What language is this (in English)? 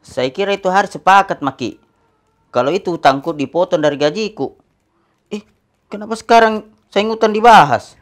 Makassar Malay